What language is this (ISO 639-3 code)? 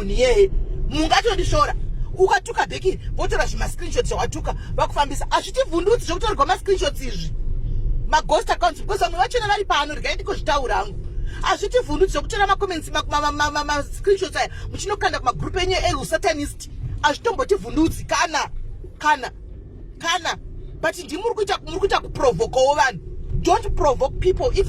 sna